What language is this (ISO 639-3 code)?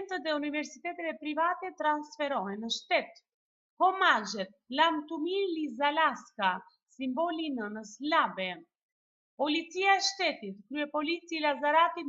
sqi